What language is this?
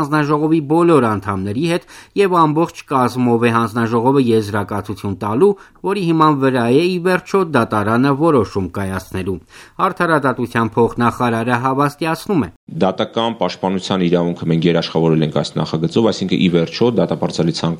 Armenian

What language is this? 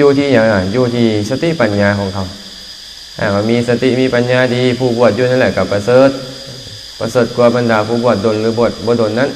Lao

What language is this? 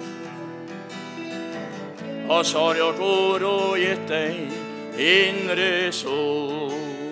Swedish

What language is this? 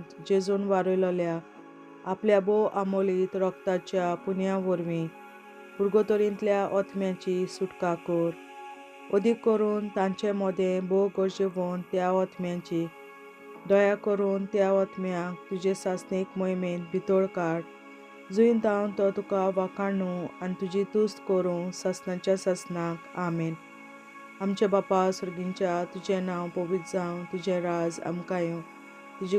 Konkani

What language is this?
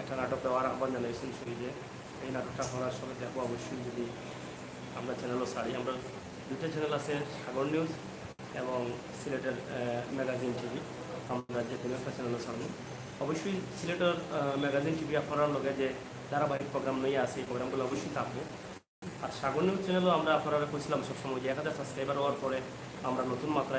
Sylheti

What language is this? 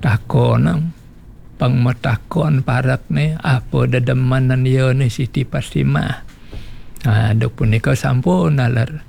Balinese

